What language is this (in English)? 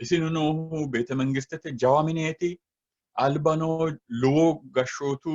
Sidamo